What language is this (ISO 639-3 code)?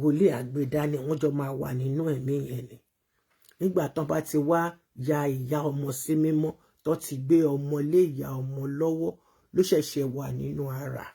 yor